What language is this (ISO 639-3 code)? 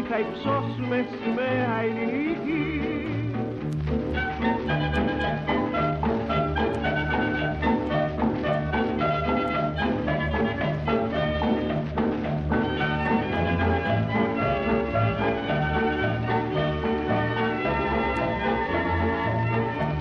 ell